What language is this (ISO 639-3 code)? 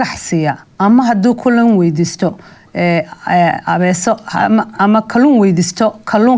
som